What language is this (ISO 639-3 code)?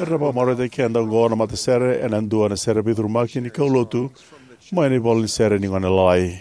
fij